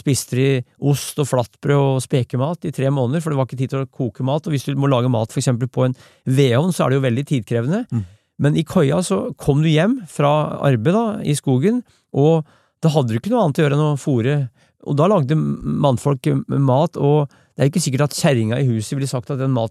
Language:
Norwegian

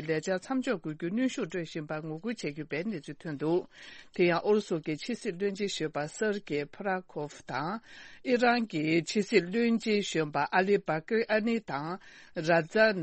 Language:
Tibetan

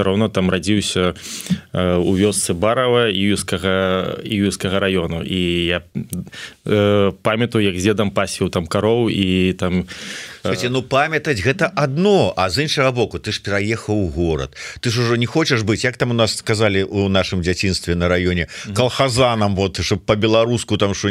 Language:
Belarusian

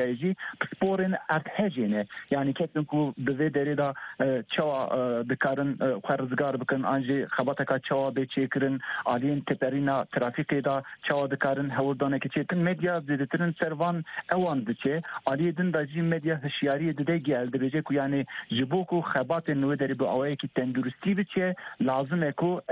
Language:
Kurdish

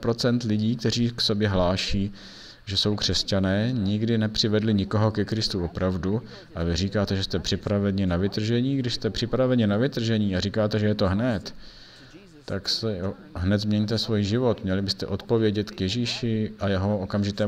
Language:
Czech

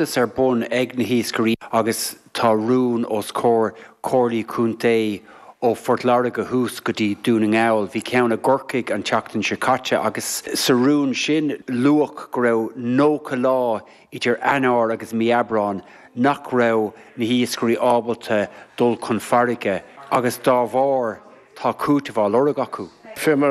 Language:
Irish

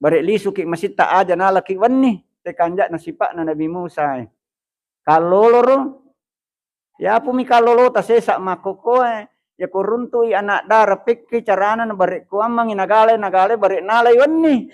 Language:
Buginese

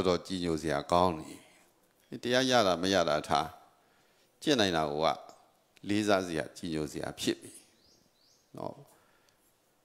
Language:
Burmese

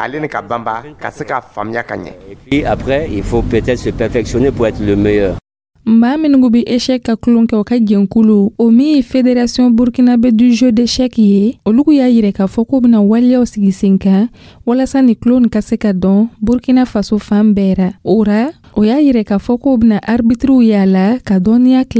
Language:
Dyula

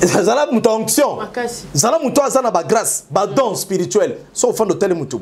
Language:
Lingala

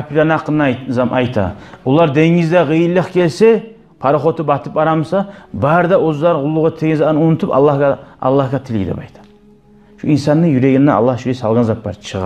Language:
Kumyk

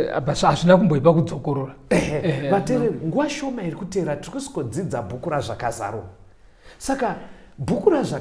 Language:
Shona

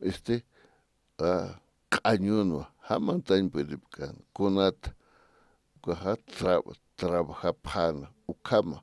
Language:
Aymara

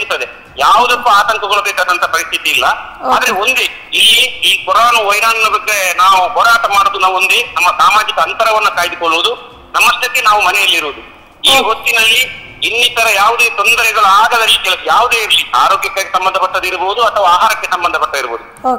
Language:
Kannada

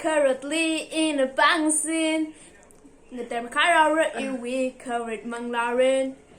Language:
Tangkhul Naga (India)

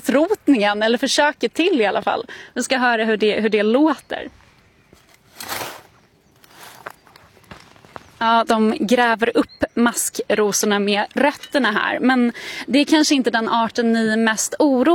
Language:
Swedish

